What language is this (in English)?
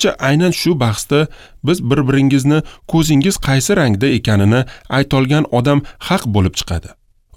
Uzbek